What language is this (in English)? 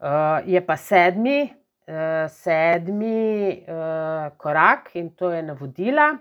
Slovenian